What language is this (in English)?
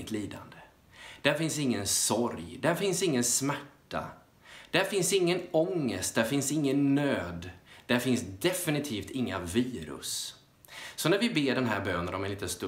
Swedish